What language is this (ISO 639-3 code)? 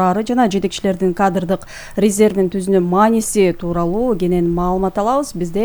kir